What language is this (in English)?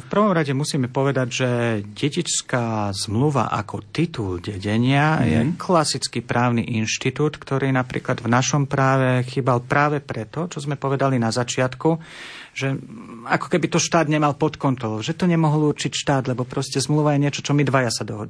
Slovak